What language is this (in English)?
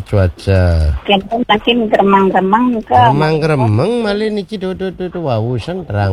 Balinese